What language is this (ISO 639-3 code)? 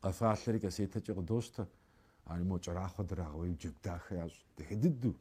kbd